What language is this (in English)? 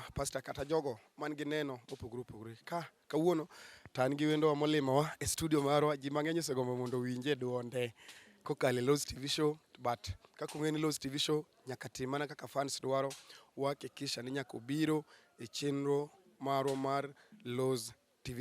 Luo (Kenya and Tanzania)